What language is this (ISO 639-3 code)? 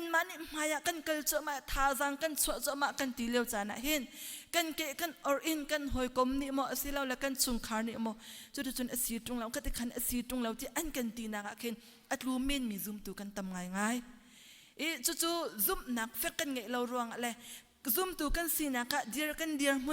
cnh